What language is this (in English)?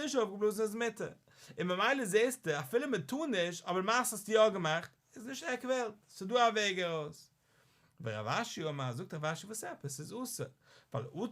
Yiddish